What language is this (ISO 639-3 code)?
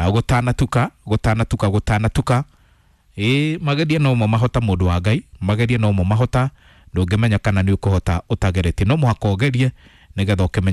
kik